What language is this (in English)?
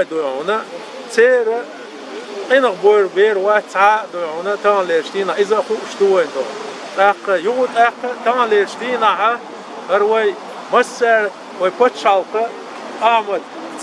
Chechen